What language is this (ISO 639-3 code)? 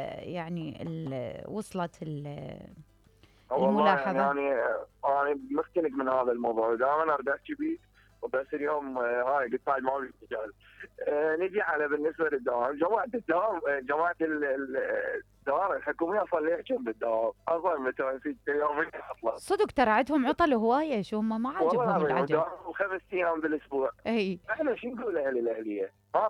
acm